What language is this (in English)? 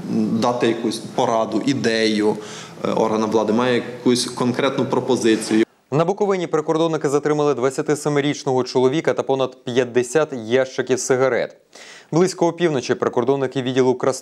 Ukrainian